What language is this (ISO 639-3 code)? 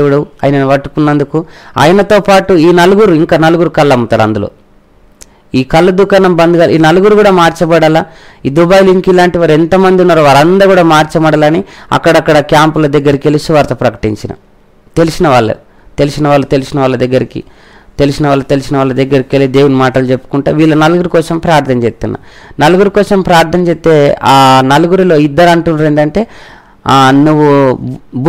tel